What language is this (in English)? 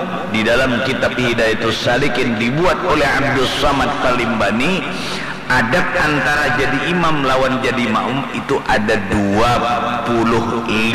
Banjar